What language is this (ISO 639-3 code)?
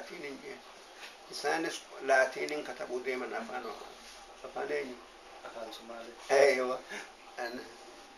orm